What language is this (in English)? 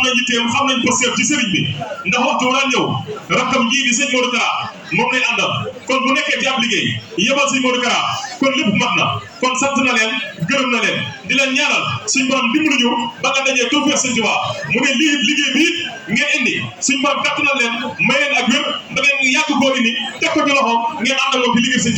Wolof